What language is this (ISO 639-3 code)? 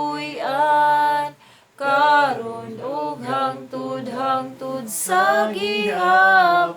ceb